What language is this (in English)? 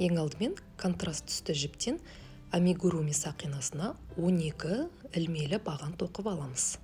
Kazakh